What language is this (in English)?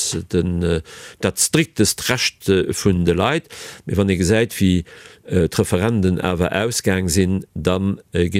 Luxembourgish